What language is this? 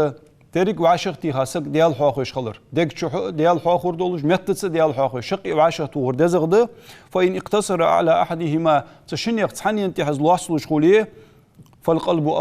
Ingush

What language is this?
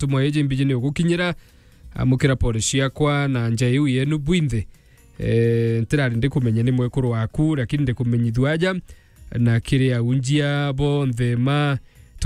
Meru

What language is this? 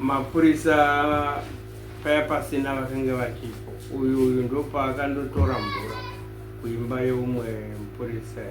Shona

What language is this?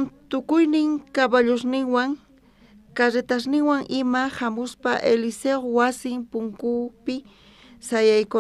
South Bolivian Quechua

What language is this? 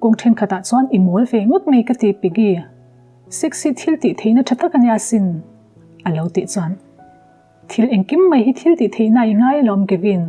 Mizo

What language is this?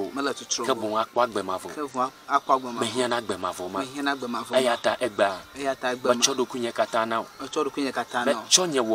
Ewe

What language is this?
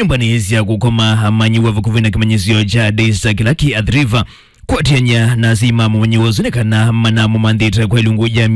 Kamba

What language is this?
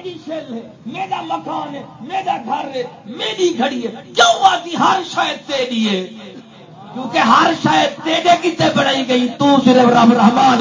Saraiki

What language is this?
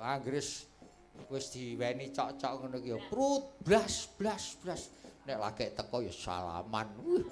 Javanese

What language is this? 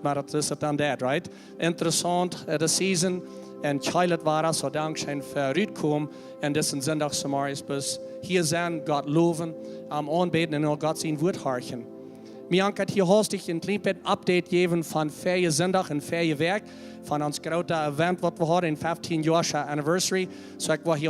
Plautdietsch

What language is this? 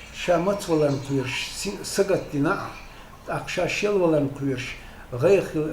Chechen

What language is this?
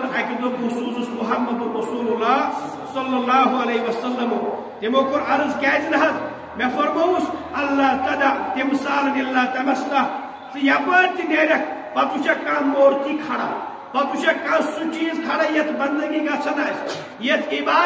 Kashmiri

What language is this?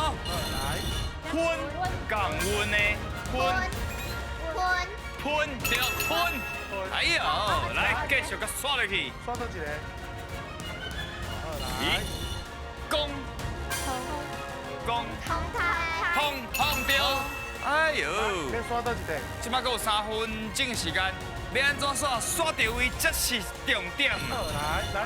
Min Nan Chinese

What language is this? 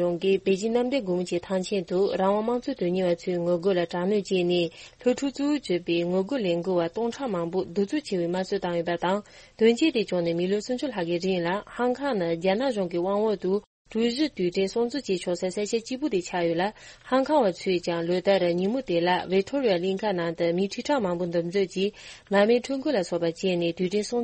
Tibetan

